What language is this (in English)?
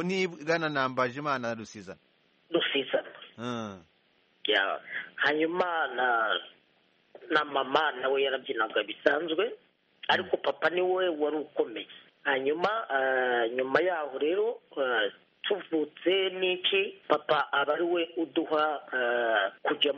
Kinyarwanda